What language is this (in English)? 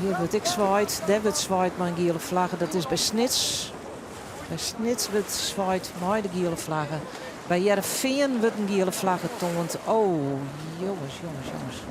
Western Frisian